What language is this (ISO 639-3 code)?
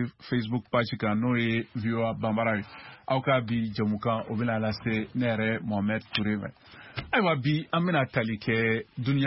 bam